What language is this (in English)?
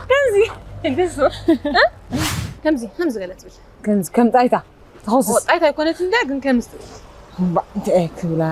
Tigrinya